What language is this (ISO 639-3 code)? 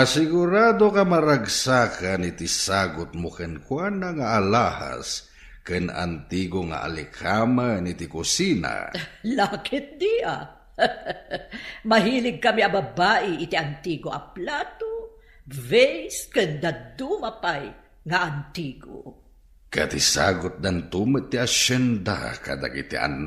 ilo